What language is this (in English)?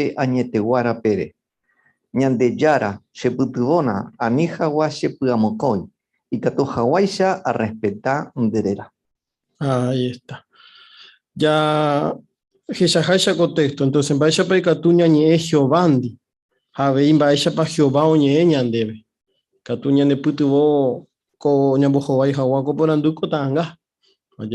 Guarani